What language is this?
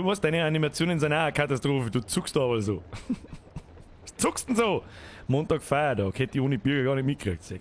Bavarian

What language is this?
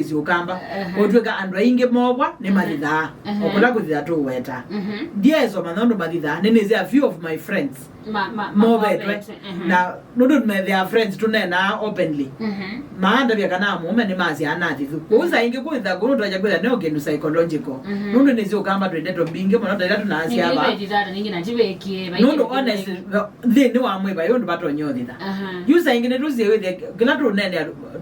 Kamba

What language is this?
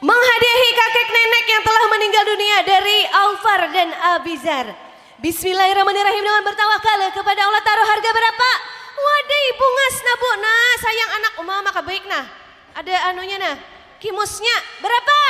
Banjar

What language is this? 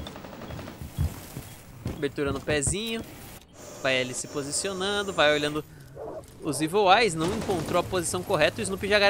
Portuguese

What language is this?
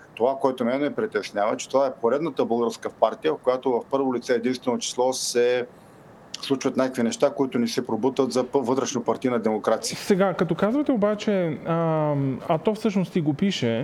Bulgarian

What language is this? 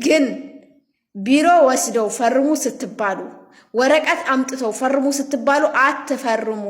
Amharic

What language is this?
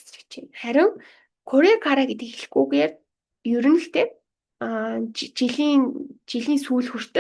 Mongolian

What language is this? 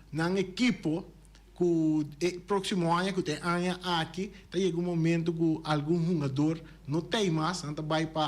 Papiamento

